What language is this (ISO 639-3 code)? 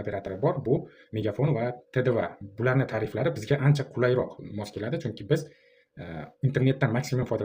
uzb